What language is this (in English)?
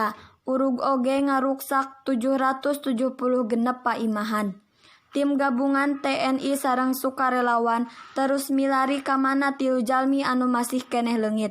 Sundanese